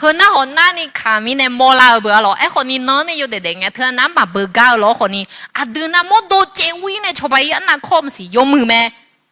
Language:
Akha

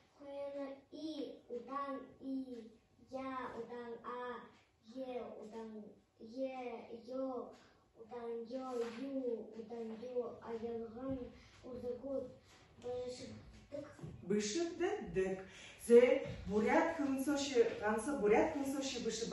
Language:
Buriat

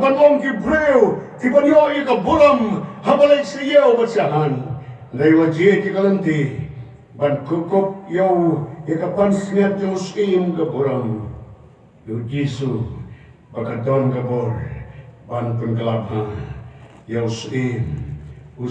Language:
Khasi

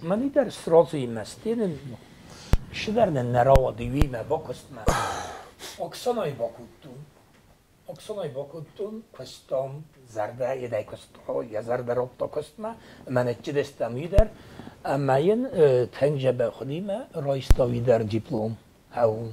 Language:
Ossetic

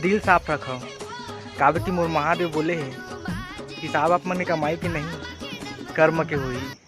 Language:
Chhattisgarhi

